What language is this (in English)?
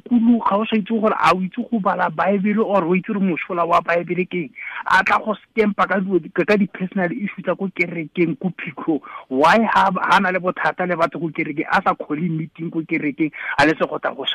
Tswana